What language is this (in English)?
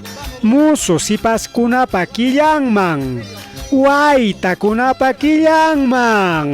Ayacucho Quechua